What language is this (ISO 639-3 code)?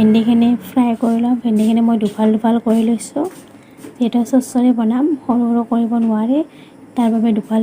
asm